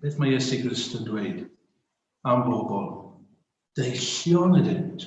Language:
Welsh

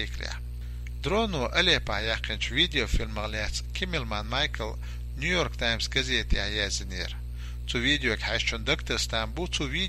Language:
Chechen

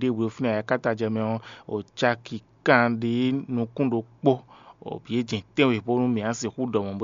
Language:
Fon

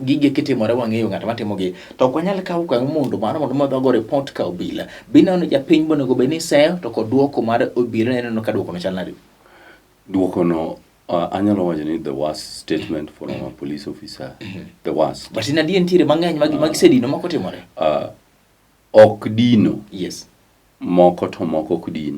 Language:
Luo (Kenya and Tanzania)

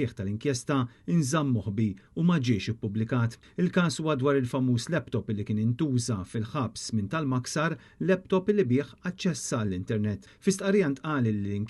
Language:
Maltese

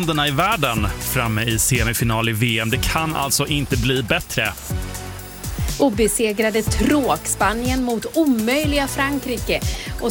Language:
Swedish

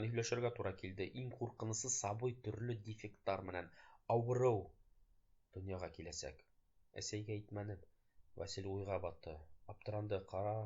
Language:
Bashkir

